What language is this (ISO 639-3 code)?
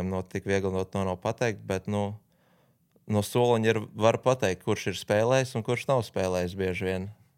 lav